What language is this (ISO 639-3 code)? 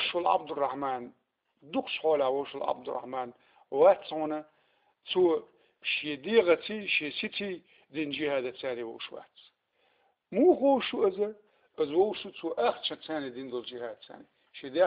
che